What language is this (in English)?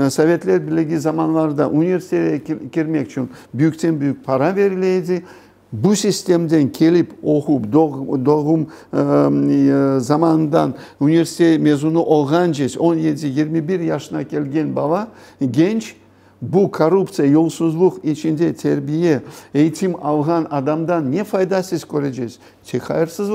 Crimean Tatar